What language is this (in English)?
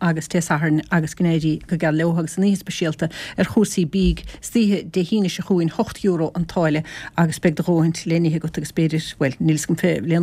Irish